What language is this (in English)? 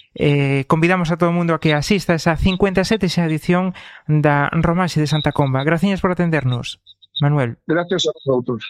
Galician